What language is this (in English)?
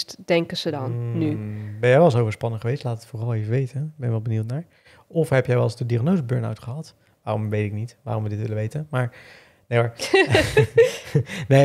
Dutch